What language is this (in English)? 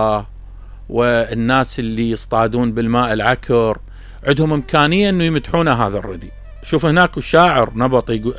Mesopotamian Arabic